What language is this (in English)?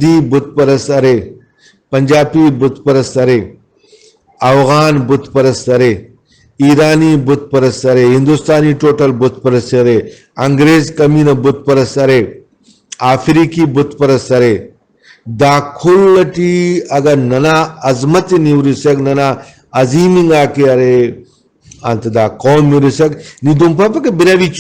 Brahui